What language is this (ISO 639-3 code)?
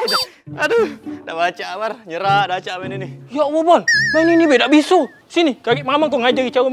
mui